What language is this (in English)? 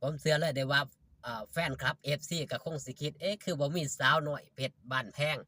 Lao